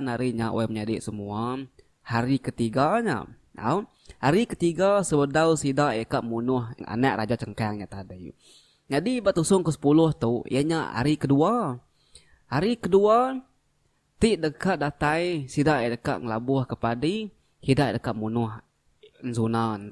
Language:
Iban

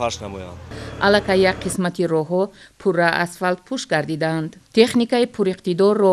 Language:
Tajik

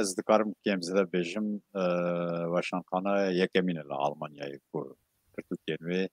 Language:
Kurdish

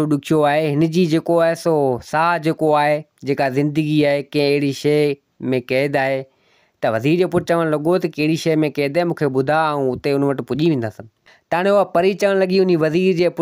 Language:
Sindhi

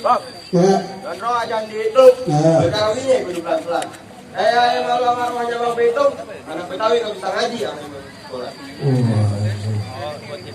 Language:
Betawi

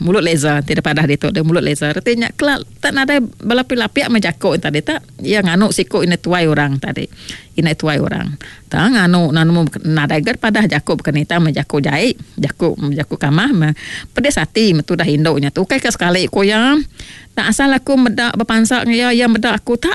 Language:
Iban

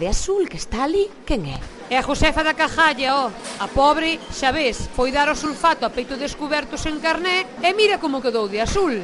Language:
Galician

